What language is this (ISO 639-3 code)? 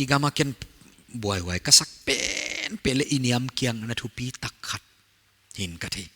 pck